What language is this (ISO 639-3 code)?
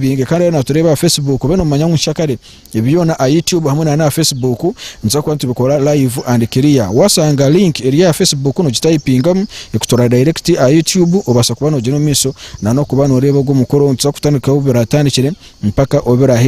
nyn